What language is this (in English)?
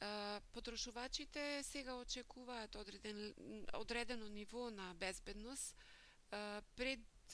Macedonian